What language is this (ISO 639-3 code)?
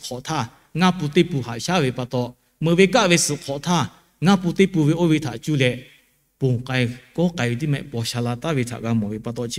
lhu